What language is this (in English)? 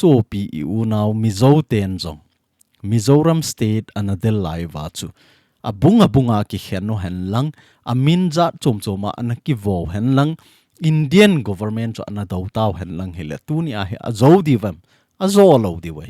Thado Chin